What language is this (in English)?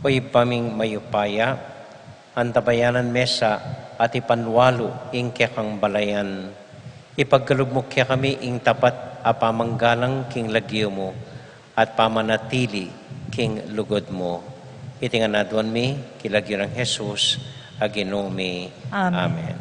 Pampanga